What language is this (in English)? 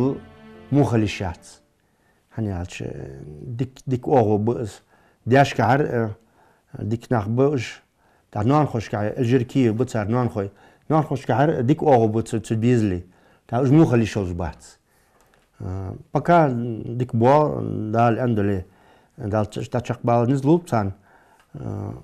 Ingush